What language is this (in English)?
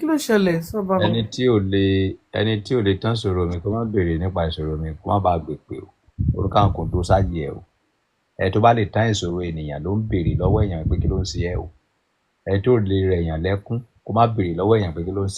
Yoruba